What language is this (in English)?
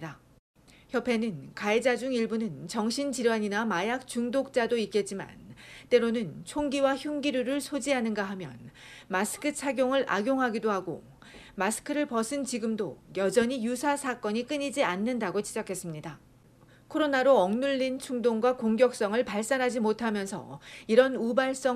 Korean